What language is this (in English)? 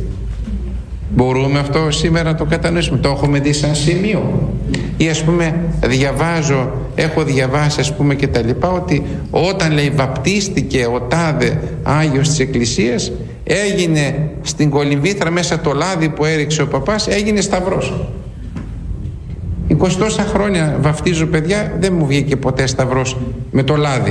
Greek